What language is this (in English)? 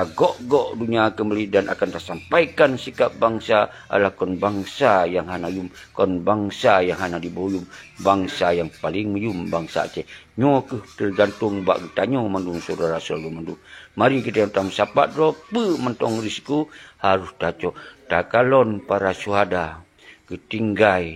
Achinese